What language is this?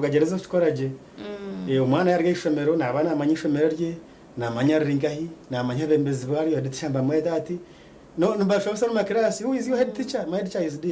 Nyankole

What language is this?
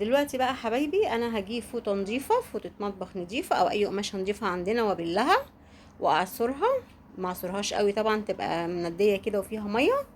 Egyptian Arabic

